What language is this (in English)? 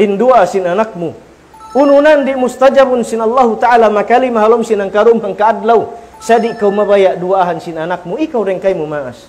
Tausug